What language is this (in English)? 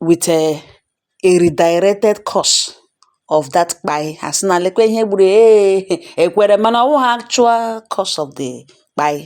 Igbo